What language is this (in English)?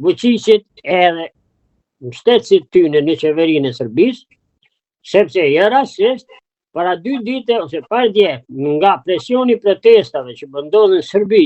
Albanian